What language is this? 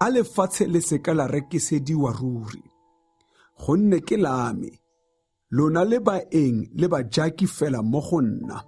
Tswana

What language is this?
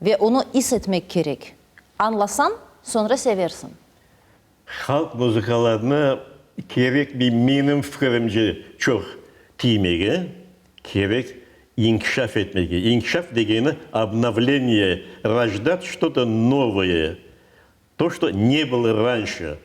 Crimean Tatar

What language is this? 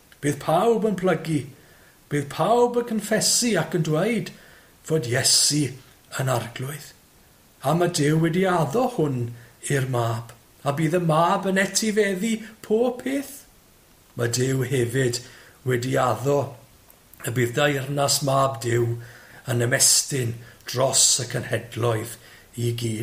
Welsh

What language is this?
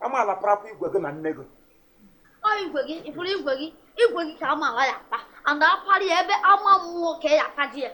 Igbo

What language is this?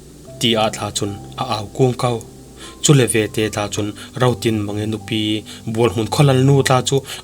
Falam Chin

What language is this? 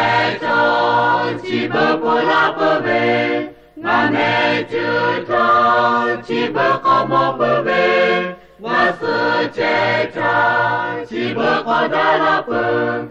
Lahu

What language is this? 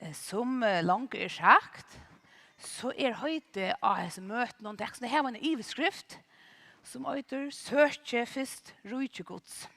Faroese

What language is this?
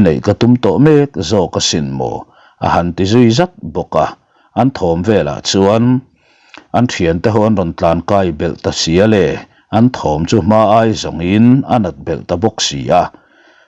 Mizo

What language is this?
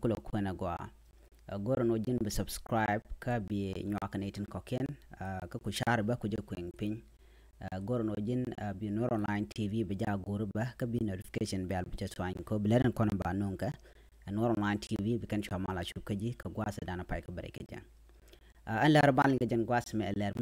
Nuer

